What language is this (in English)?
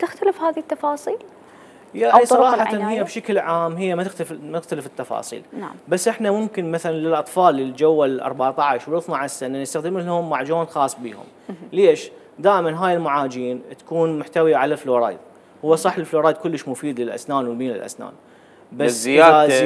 Mesopotamian Arabic